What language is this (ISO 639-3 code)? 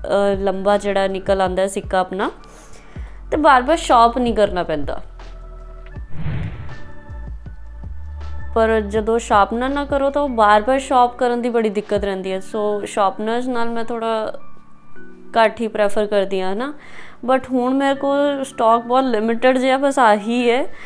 pan